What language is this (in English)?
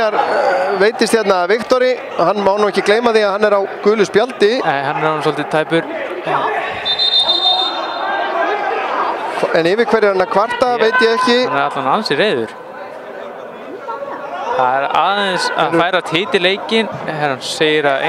Icelandic